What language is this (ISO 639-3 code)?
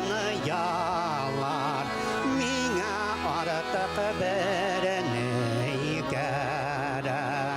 bak